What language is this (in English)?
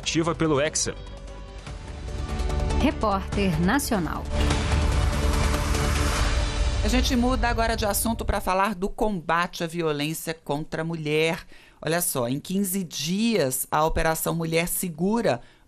Portuguese